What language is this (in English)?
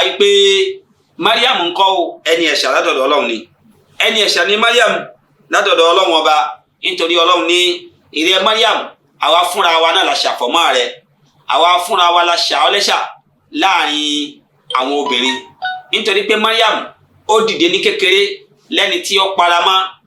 Yoruba